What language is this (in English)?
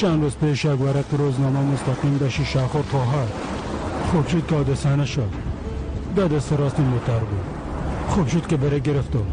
Persian